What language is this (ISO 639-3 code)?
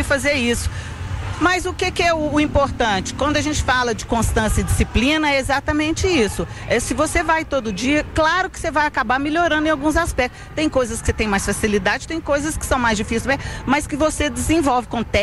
por